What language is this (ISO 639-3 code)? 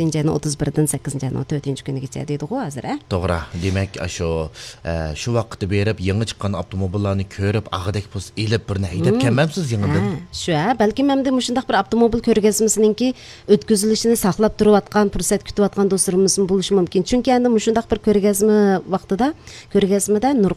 uig